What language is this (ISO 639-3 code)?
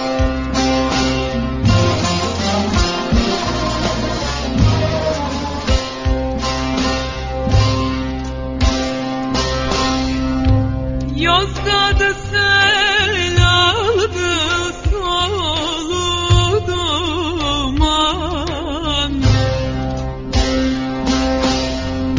tur